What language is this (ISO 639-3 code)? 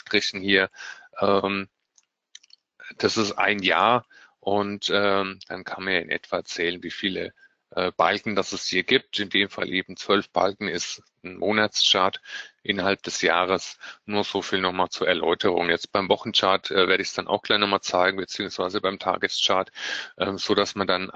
deu